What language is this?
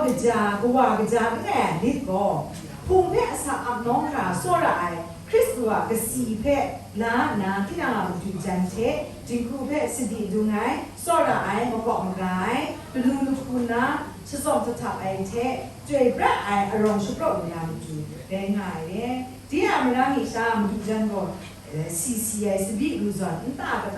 Kachin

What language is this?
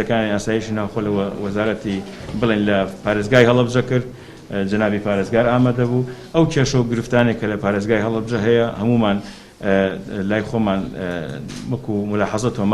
Central Kurdish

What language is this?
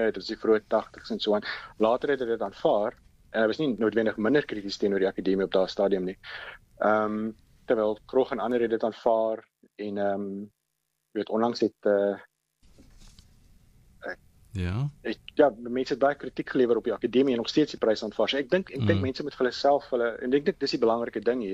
Afrikaans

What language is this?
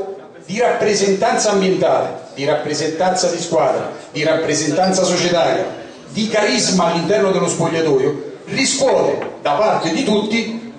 Italian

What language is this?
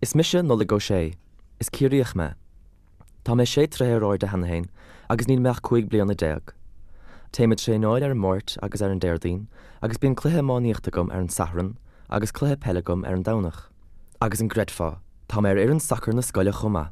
Irish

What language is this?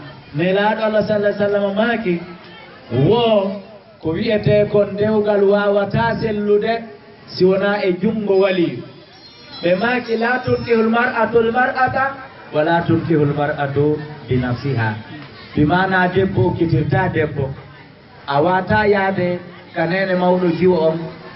Fula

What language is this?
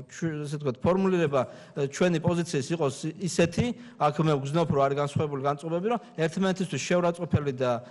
Georgian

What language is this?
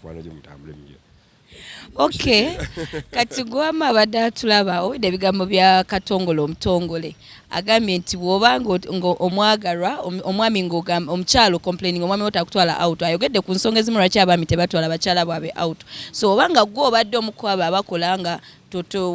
Ganda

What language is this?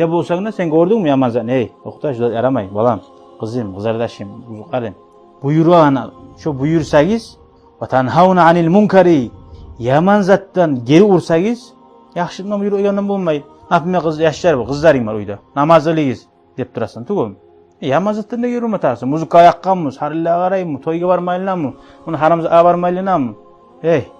Kumyk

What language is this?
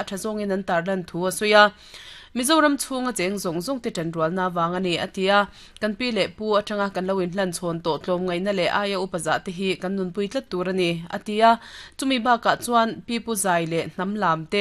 Mizo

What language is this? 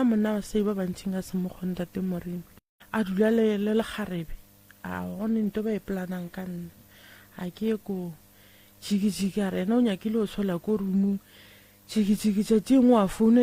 Northern Sotho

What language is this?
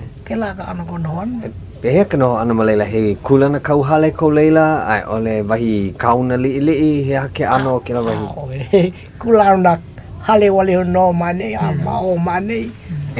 Hawaiian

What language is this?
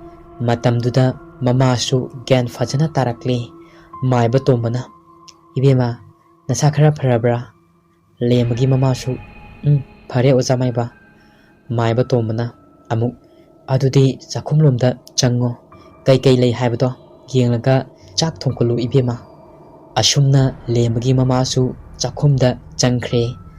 Manipuri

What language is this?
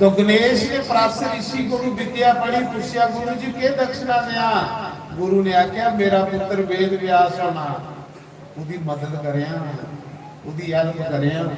Dogri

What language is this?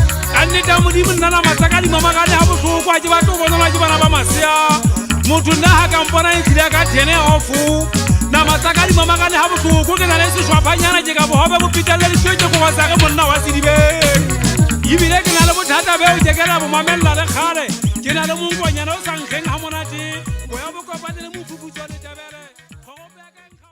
Southern Sotho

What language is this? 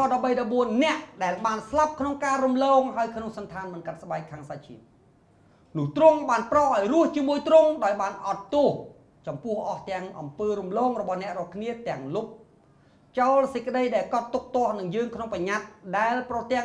Khmer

